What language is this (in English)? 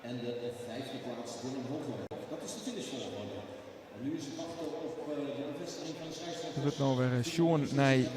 Western Frisian